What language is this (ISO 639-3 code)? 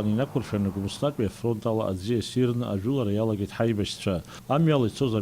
abk